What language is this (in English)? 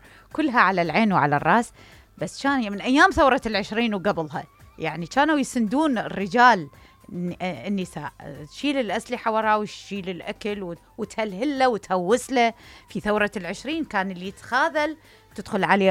Mesopotamian Arabic